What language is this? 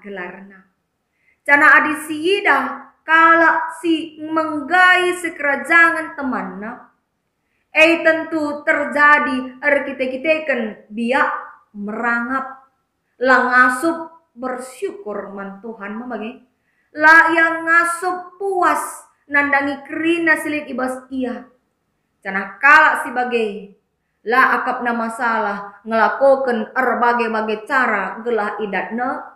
Batak Karo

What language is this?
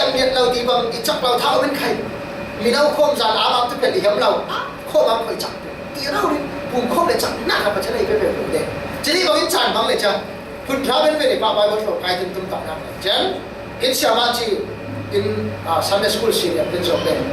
Falam Chin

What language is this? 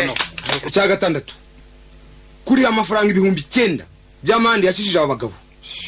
Kinyarwanda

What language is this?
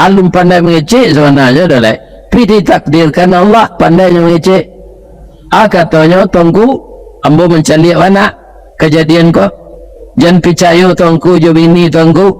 Minangkabau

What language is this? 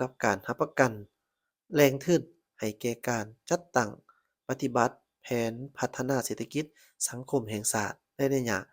Lao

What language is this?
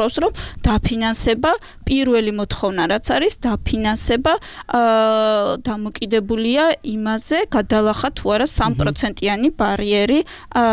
Georgian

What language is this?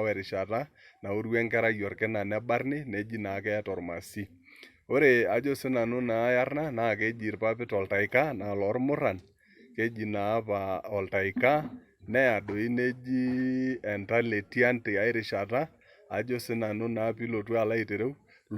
Masai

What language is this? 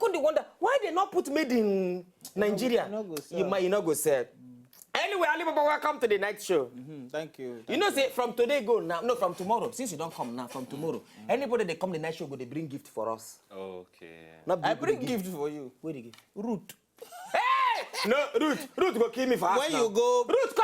Nigerian Pidgin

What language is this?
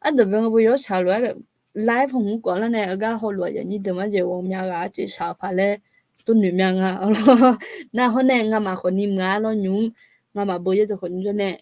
Akha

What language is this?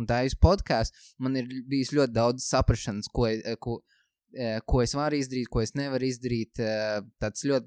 Latvian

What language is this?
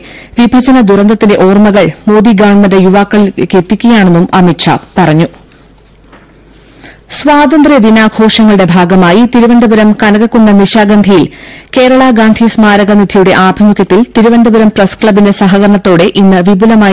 Malayalam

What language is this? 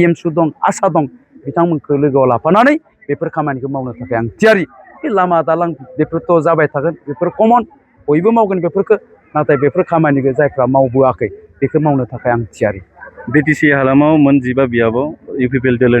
Bodo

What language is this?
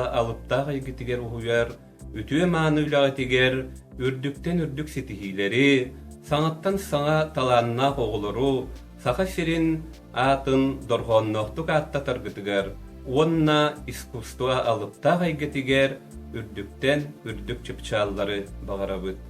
Yakut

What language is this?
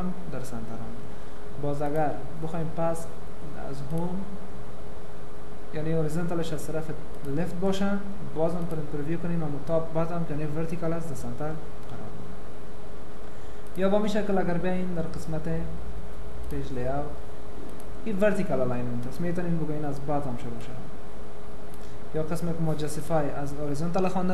Persian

